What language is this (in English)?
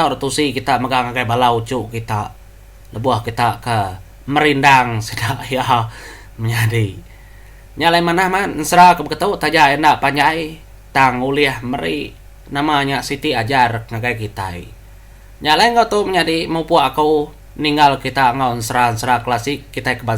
Iban